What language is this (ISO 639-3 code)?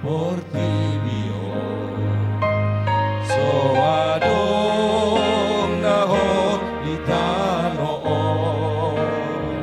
bbc